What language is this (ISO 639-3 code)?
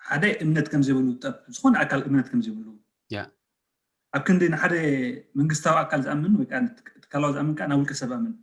tir